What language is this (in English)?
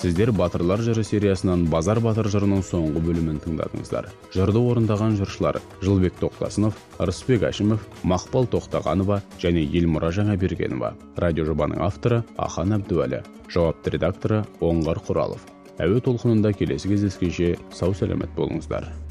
Kazakh